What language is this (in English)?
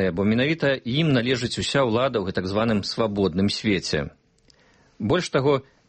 Belarusian